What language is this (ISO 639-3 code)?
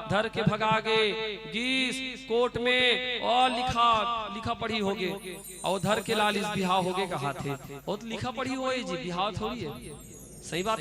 hne